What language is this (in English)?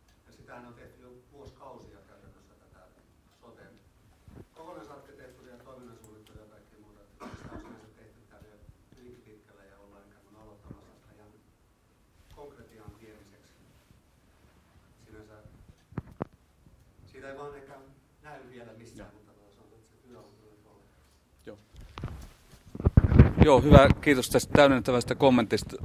Finnish